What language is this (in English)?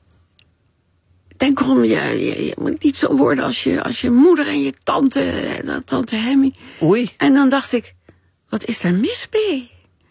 Dutch